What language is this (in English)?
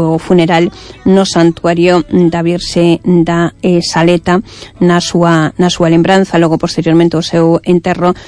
Galician